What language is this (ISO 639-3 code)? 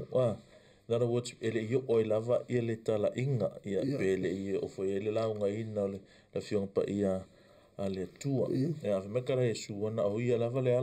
smo